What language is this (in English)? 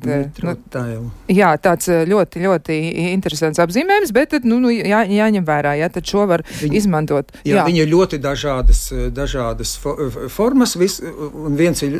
Latvian